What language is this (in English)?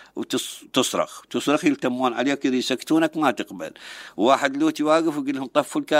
Mesopotamian Arabic